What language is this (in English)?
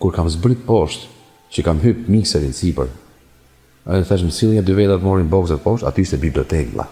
Albanian